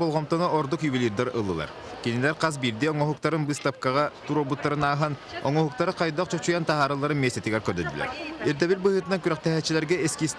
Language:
Yakut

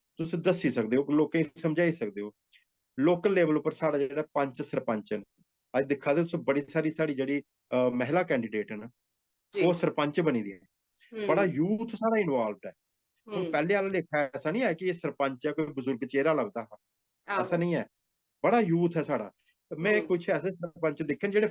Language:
Dogri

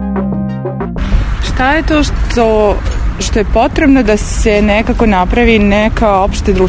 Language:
Serbian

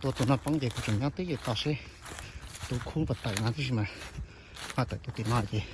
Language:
Hmong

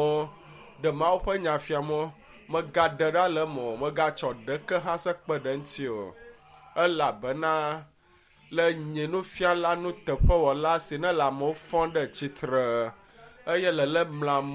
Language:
Ewe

